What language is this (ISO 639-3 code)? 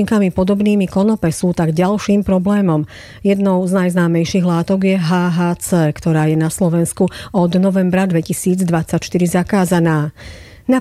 slk